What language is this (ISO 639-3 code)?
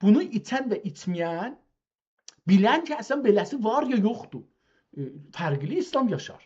azb